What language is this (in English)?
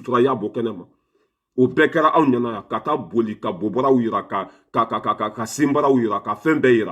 Bambara